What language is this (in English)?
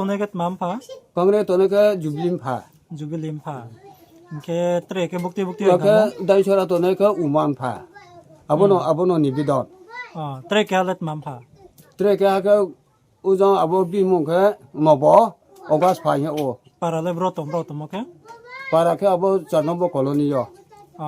Riang (India)